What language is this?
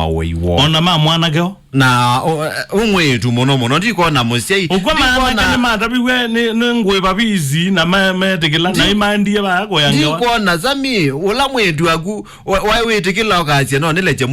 Kamba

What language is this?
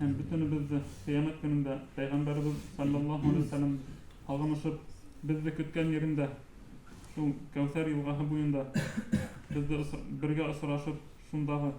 Bashkir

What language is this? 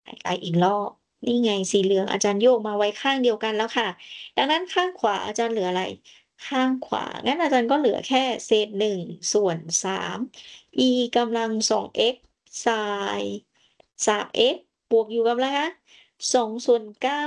Thai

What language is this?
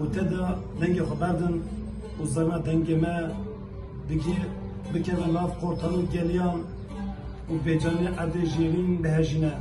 Kurdish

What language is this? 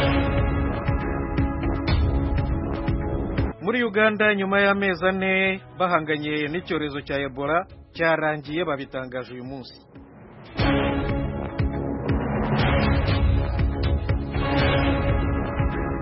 Kinyarwanda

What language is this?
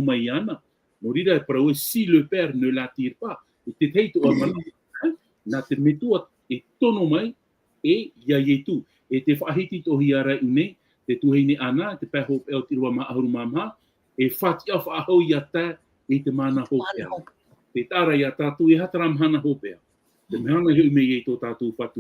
Tahitian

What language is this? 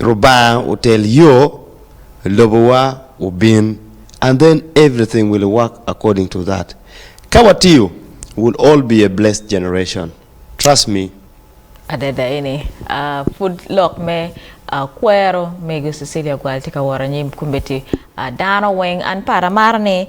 Acoli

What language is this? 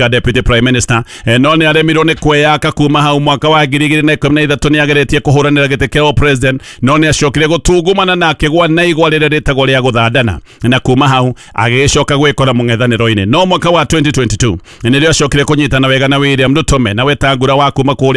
Kikuyu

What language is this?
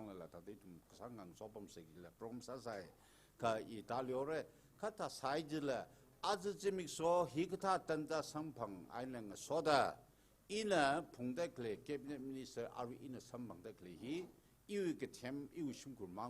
Tangkhul Naga (India)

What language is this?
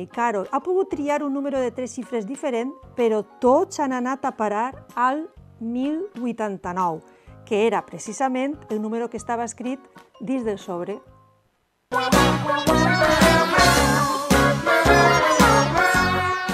Catalan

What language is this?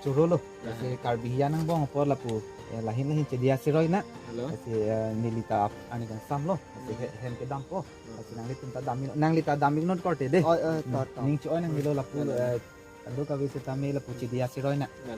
Karbi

